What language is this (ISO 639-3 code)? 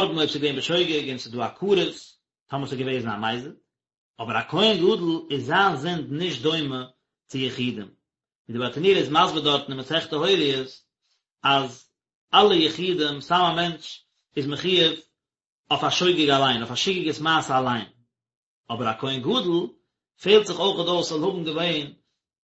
yid